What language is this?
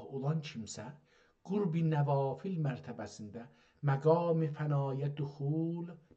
South Azerbaijani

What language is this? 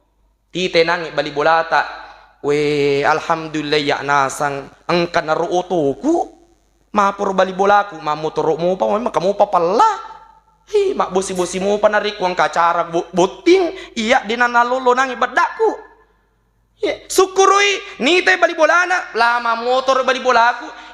Buginese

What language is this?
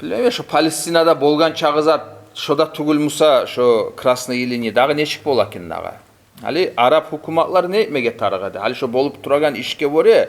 Kumyk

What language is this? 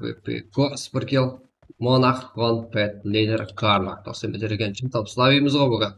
Kara-Kalpak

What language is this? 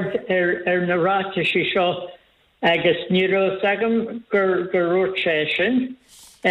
Irish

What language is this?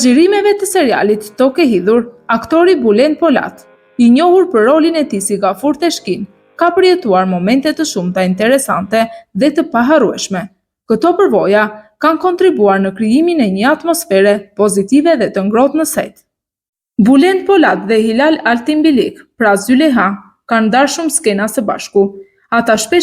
Albanian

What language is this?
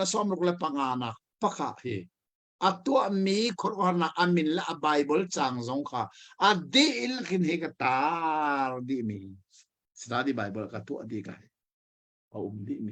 Hakha Chin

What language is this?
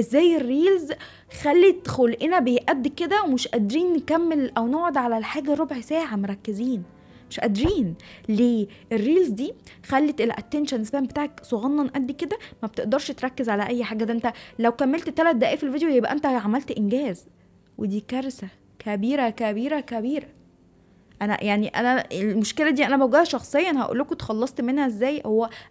Egyptian Arabic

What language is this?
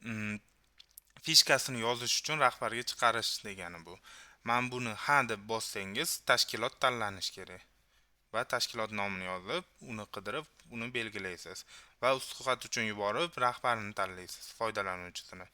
Uzbek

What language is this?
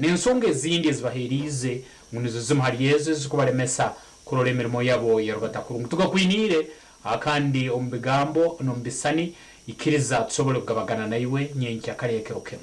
Nyankole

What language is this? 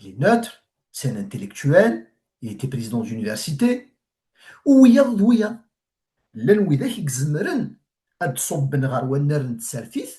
Kabyle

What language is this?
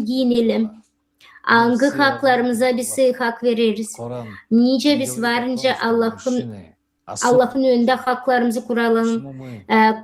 Gagauz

